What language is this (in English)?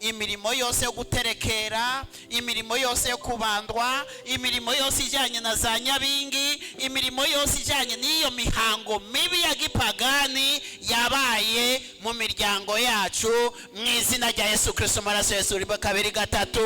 Kinyarwanda